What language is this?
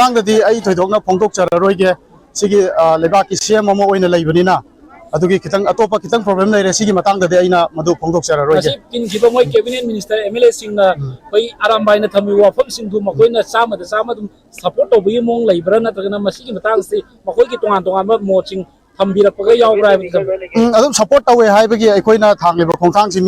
Manipuri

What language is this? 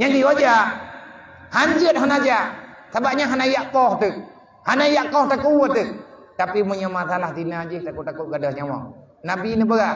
Achinese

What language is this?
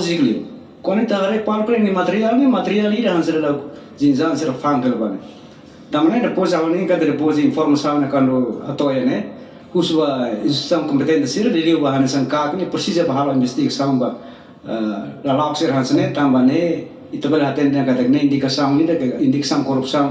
Tetum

